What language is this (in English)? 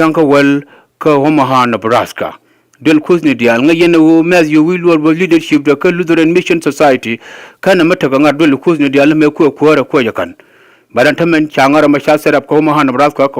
Nuer